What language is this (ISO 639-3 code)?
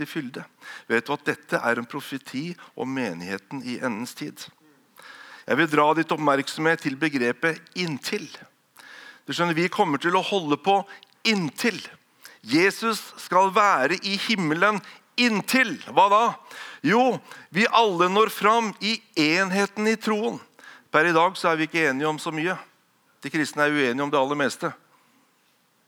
nor